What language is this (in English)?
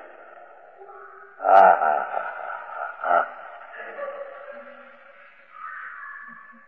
Gujarati